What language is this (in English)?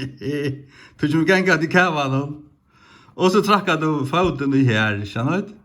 Faroese